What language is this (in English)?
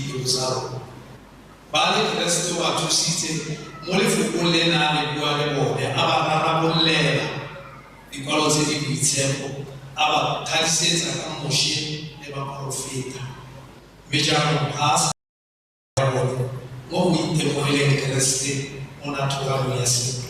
Tswana